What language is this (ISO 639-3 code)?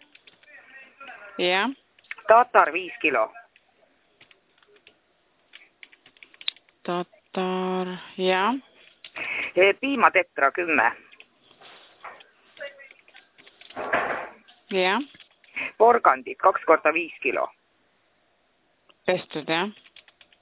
est